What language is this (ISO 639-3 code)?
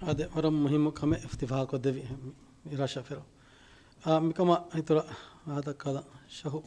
div